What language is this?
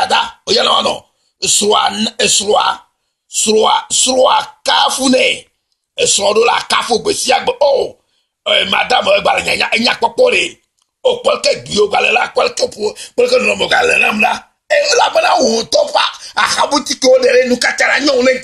Ewe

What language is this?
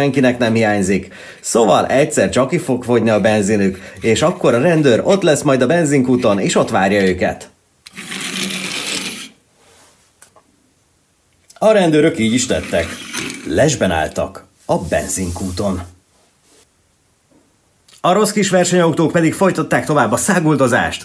Hungarian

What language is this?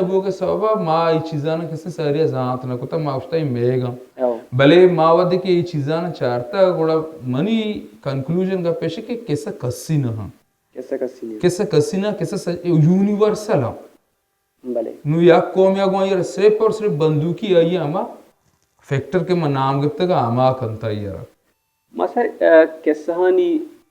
Baluchi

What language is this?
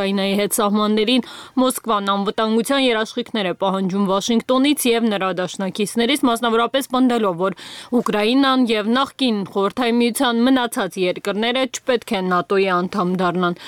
Armenian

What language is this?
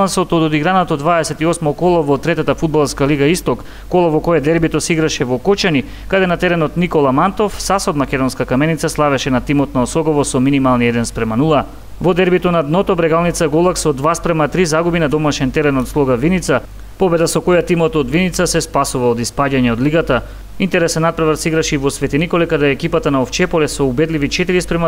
Macedonian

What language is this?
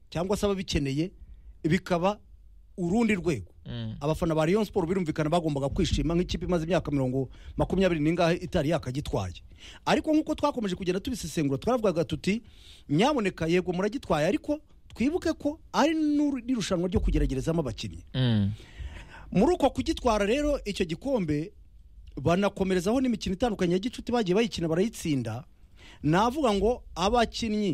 Kinyarwanda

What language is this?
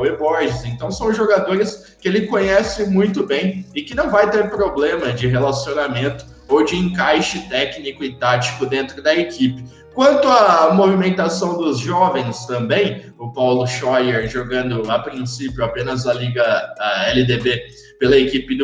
Portuguese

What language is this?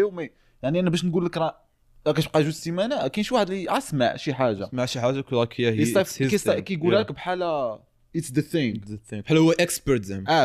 Moroccan Arabic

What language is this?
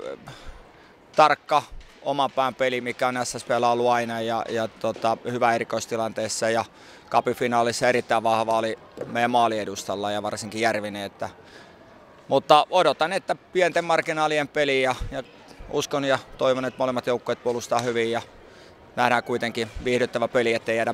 Finnish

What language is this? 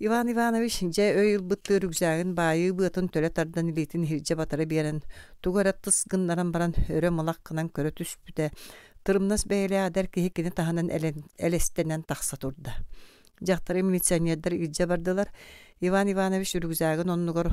Yakut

